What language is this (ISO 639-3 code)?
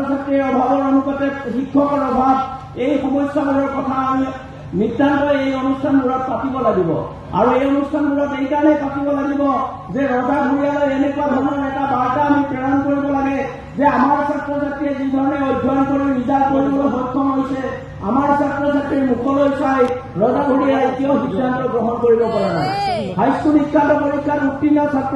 asm